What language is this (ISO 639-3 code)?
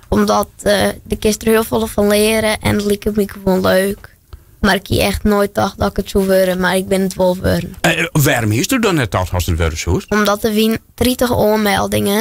fry